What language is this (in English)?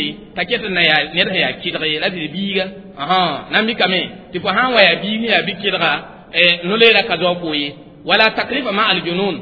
Mossi